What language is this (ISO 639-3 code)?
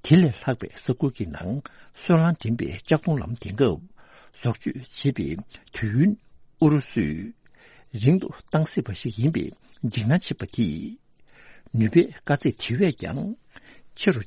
bod